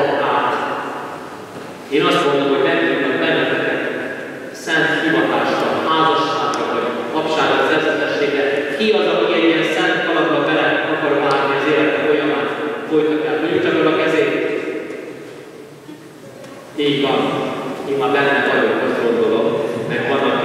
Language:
Hungarian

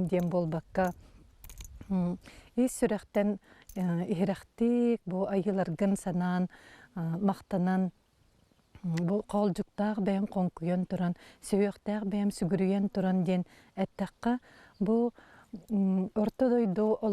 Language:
Yakut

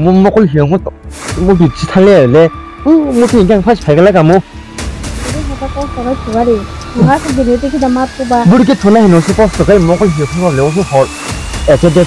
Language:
Kok Borok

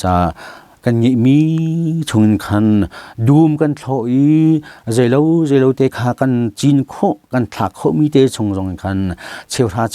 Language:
Hakha Chin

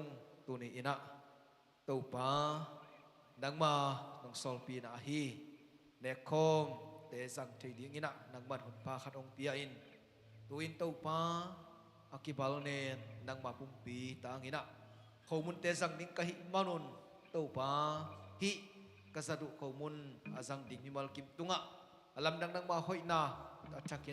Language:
Tedim Chin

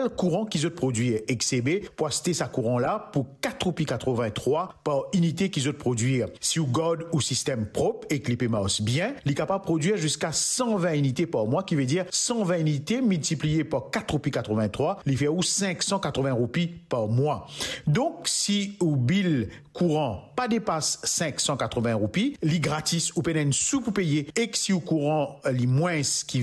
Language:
Morisyen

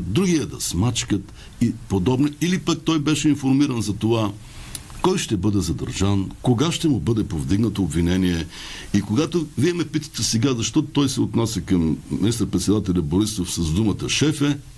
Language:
Bulgarian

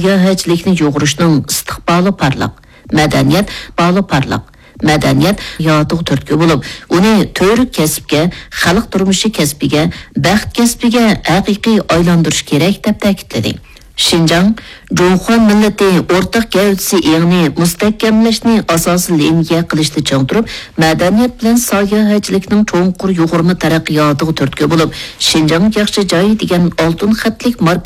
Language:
Uyghur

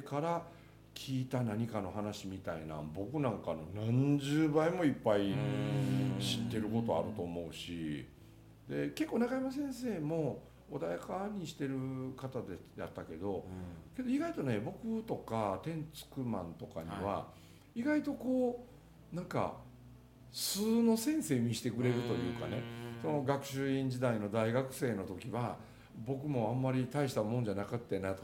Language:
Japanese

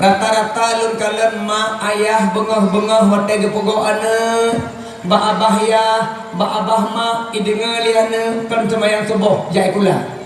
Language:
Achinese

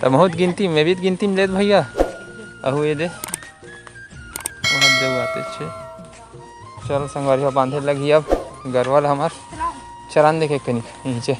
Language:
Chhattisgarhi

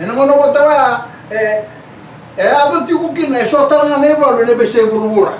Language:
Fijian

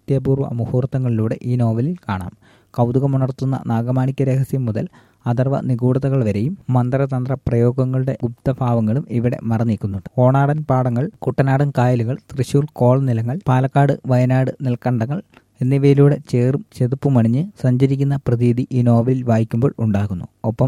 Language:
Malayalam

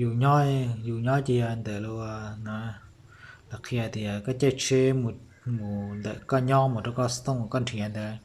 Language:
Hmong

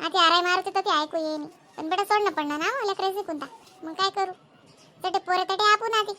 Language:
Khandesi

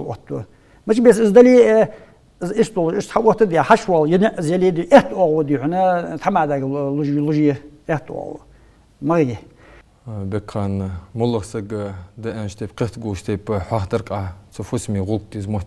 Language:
Ingush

